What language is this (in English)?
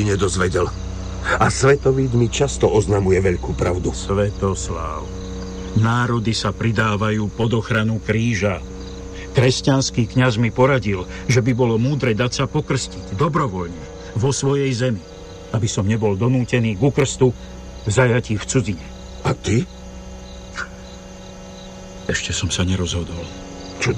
Slovak